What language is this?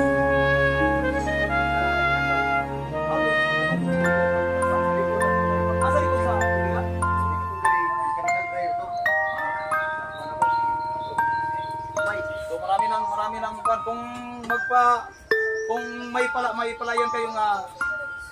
Filipino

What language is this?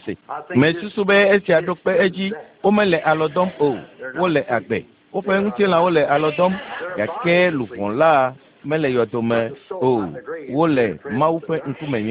Ewe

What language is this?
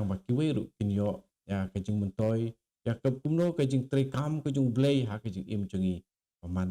Khasi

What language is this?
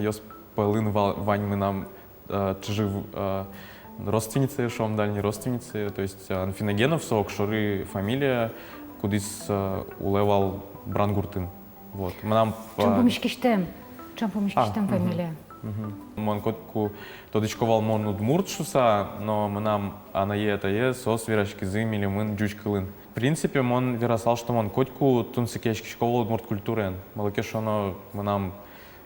Udmurt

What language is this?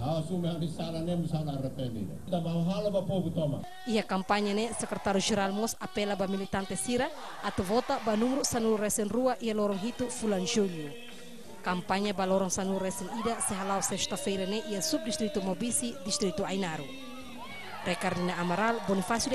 Tetum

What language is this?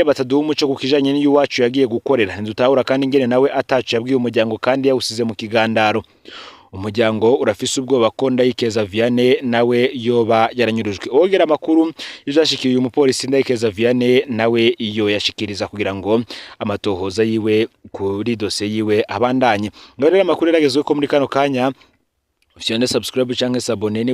Rundi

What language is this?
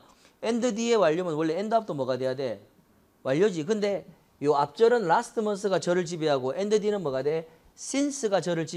Korean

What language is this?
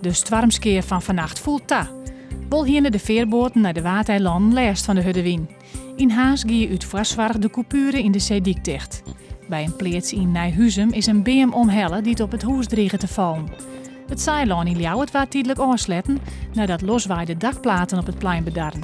Western Frisian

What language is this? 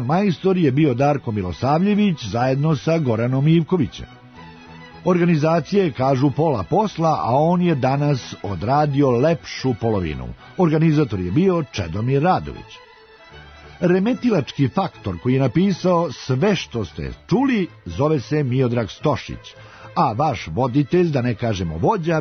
Serbian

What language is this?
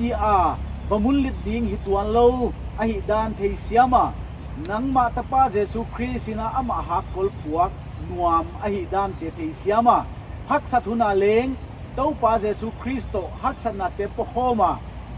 Paite Chin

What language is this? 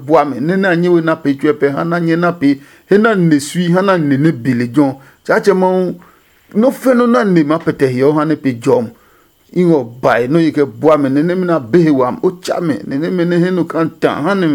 Adangme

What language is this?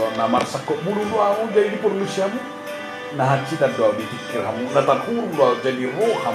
Batak Toba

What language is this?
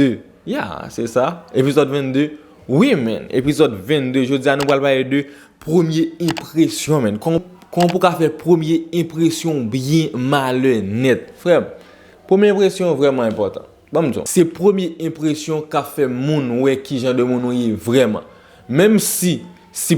Haitian Creole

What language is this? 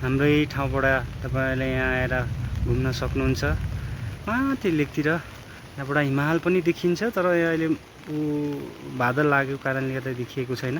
Nepali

